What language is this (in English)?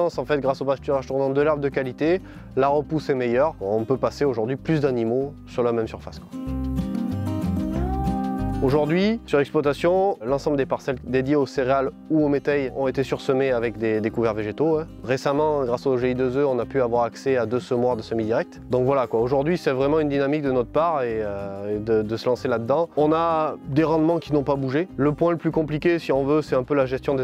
French